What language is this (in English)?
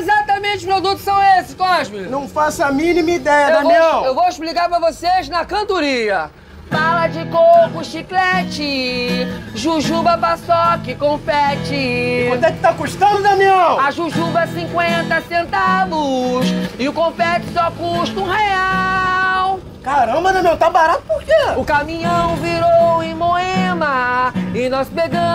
Portuguese